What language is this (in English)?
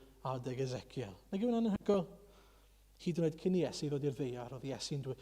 Welsh